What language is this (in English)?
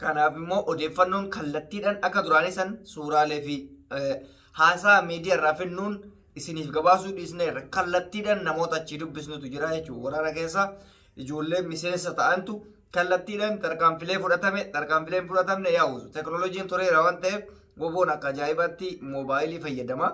Oromo